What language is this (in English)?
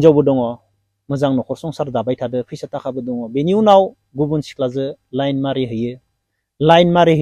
Bodo